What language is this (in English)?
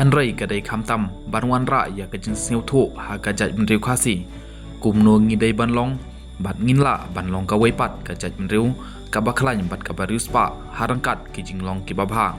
Khasi